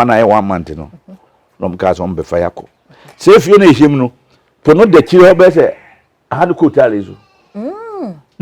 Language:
Akan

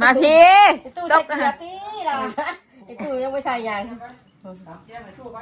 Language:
Northeastern Thai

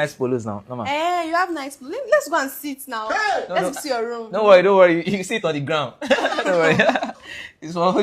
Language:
Nigerian Pidgin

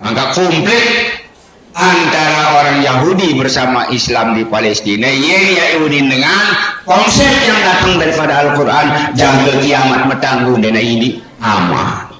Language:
Sasak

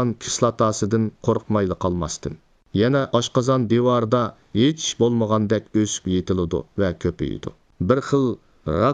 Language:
Uyghur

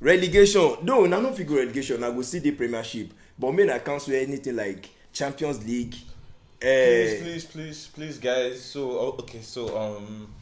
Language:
Nigerian Pidgin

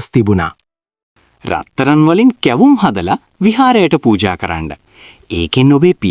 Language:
Sinhala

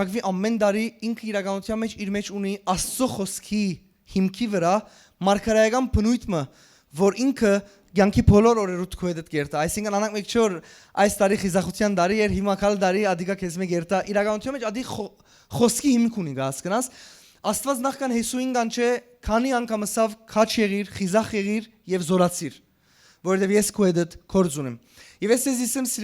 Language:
Western Armenian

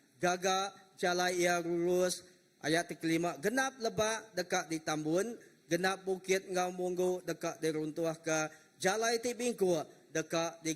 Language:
Iban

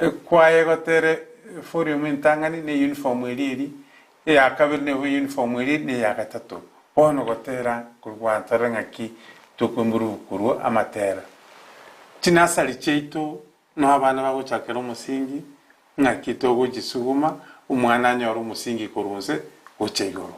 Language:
Gusii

